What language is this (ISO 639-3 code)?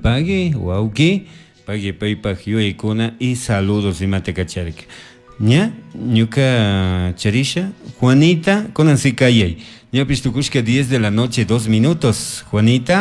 qug